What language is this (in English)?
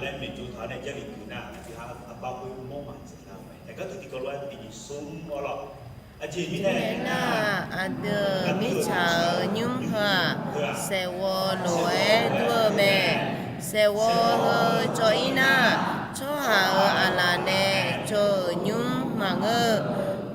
Akha